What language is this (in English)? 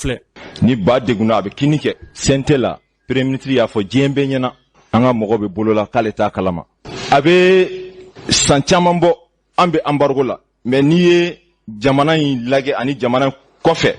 Bambara